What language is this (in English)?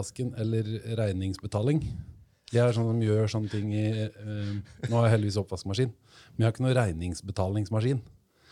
Norwegian